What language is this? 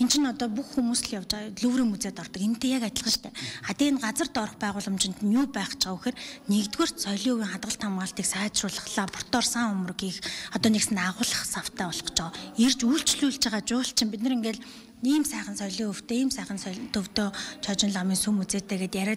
Mongolian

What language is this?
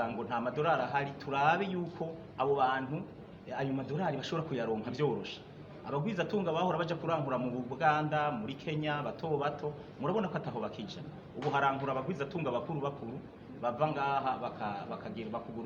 Rundi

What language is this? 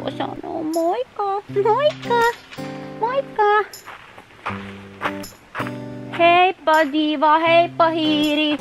Finnish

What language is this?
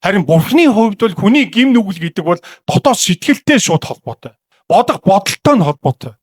Mongolian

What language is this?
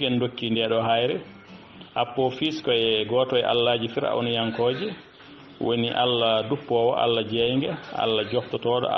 Fula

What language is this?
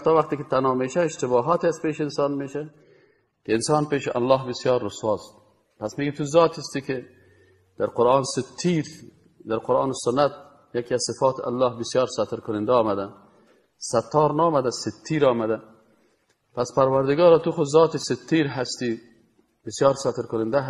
Persian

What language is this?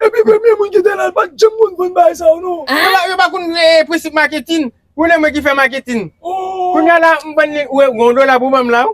Haitian Creole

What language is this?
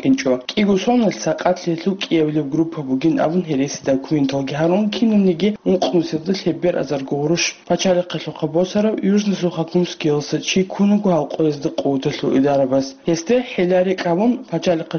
Avaric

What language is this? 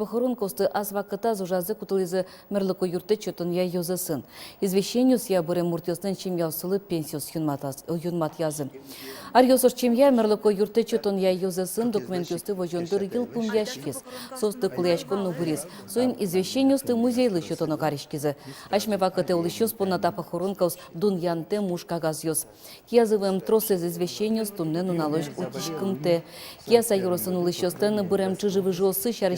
Udmurt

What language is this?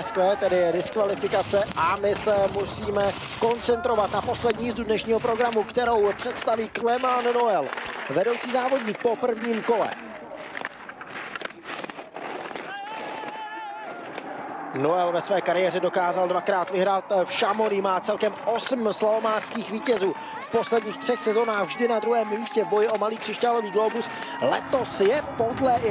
Czech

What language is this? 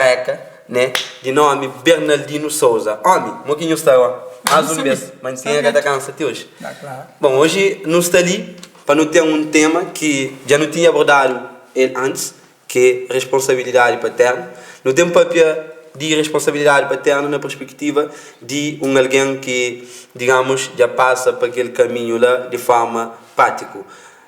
Kabuverdianu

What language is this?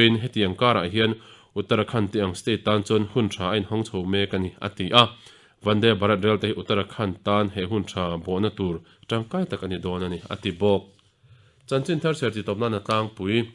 Mizo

